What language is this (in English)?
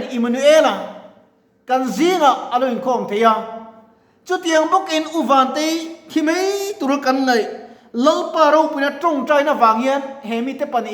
Mizo